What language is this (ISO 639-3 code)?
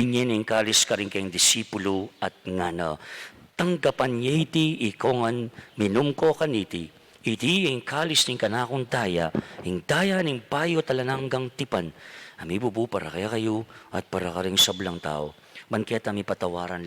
pam